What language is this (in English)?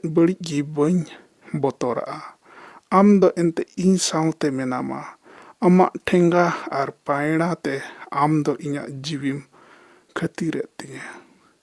Santali